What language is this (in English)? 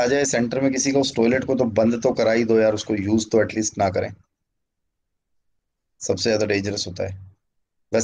Hindi